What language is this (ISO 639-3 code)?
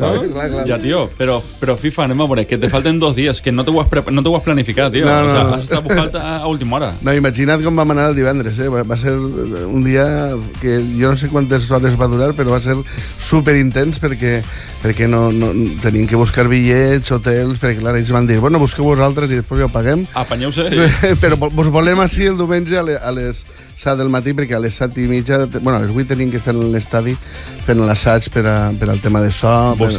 cat